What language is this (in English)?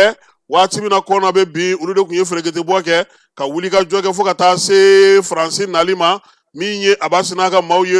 Bambara